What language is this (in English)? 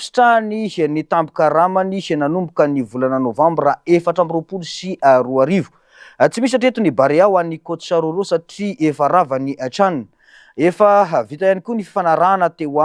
Malagasy